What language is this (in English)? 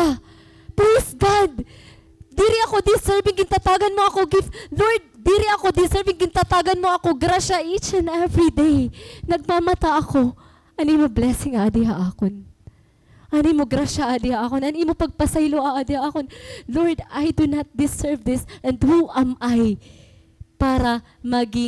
Waray